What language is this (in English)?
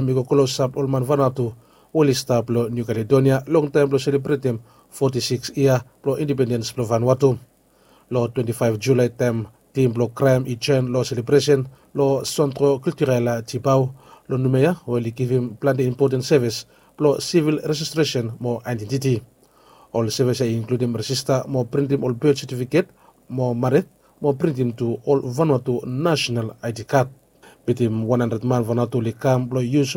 Bislama